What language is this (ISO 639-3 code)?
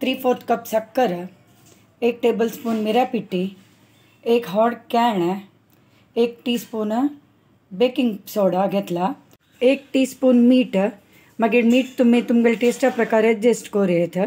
kok